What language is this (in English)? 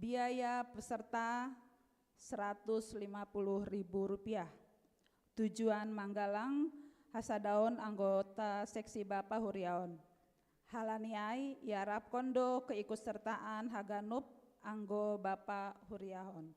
Batak Simalungun